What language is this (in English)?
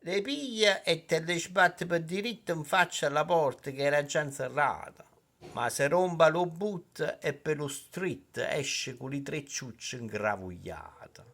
Neapolitan